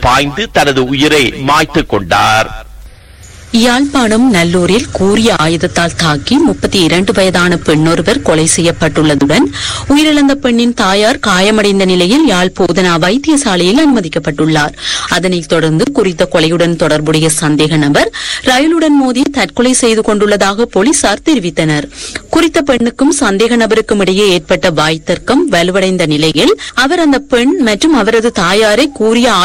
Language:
Tamil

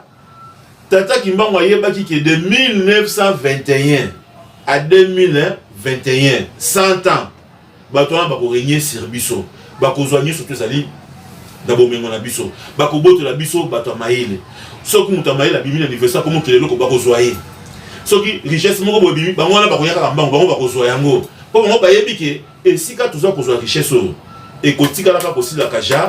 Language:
Lingala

